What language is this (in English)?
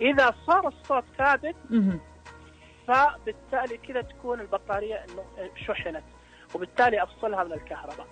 Najdi Arabic